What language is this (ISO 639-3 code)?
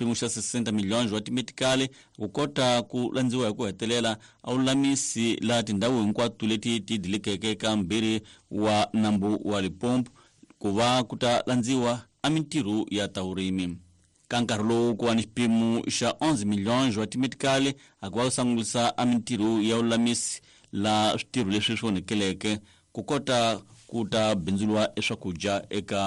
tso